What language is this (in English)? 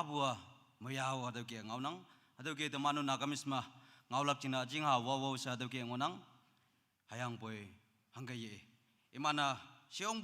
Naga Pidgin